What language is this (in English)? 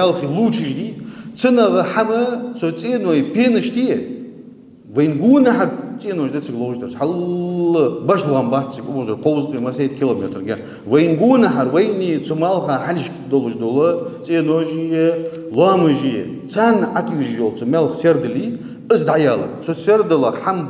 Ingush